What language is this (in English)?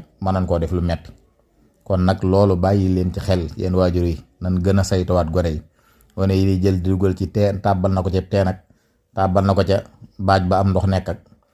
Wolof